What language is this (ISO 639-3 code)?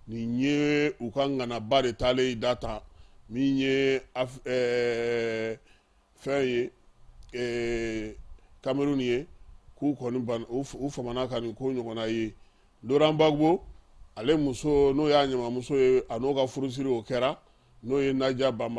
bam